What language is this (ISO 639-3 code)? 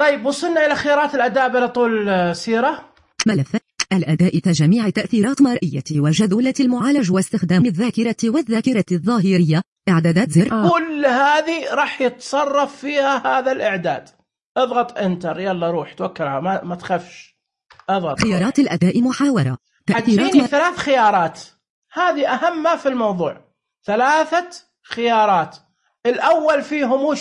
ars